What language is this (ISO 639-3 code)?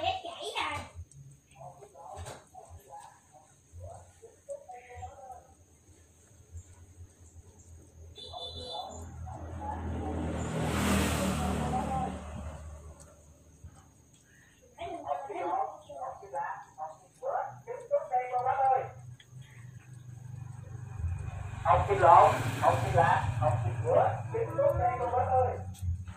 vie